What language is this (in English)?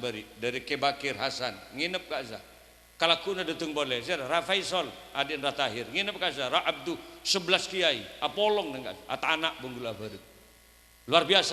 Madurese